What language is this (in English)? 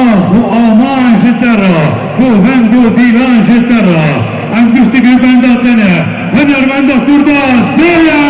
Kurdish